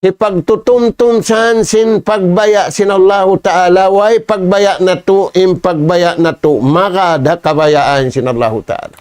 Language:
Tausug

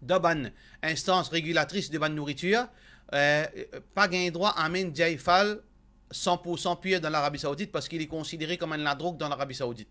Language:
Morisyen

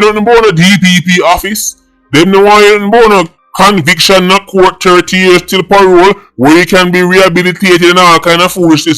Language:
Jamaican Creole English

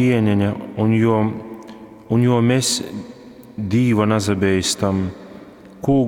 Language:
Latgalian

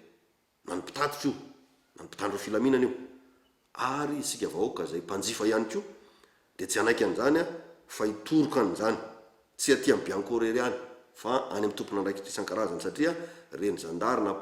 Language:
Malagasy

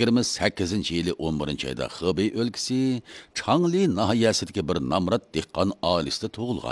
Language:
Uyghur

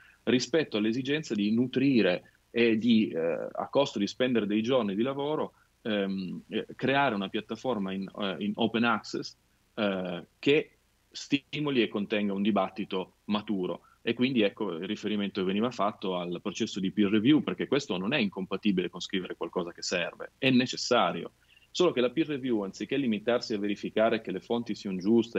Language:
Italian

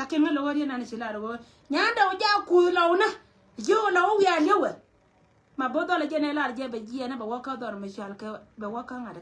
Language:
Nuer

